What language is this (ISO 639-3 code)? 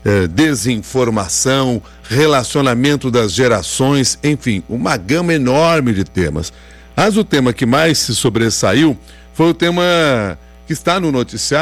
por